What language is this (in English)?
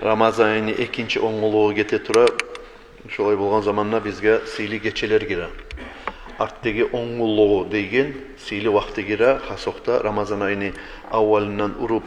Kumyk